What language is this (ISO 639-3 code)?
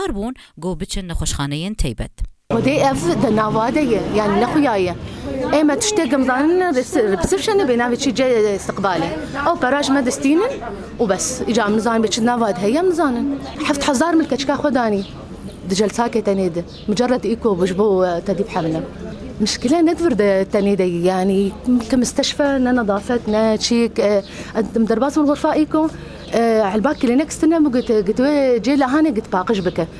kur